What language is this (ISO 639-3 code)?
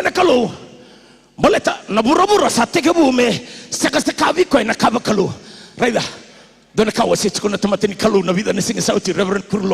fij